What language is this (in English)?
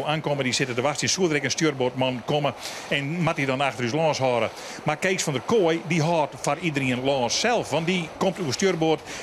Western Frisian